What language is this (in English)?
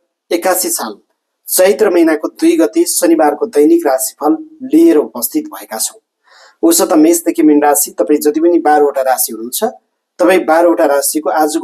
Nepali